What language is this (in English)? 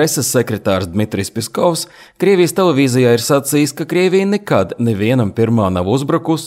Latvian